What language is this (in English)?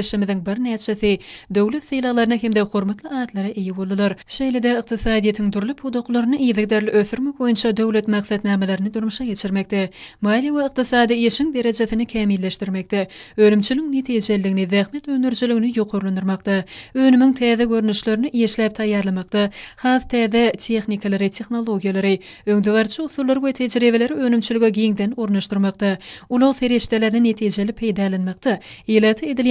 Turkmen